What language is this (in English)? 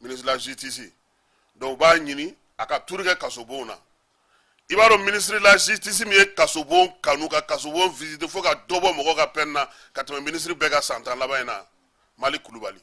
Bambara